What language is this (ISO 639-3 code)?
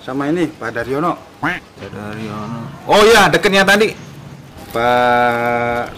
bew